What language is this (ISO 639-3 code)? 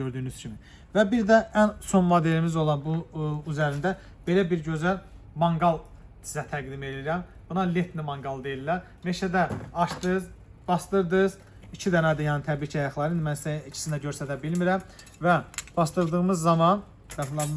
aze